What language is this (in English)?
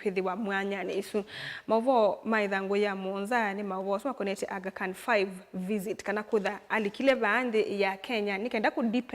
Kamba